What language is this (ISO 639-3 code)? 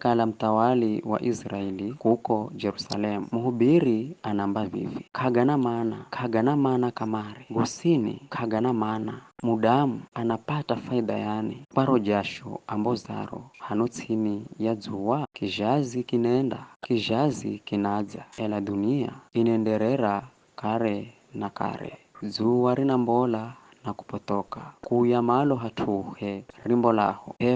nyf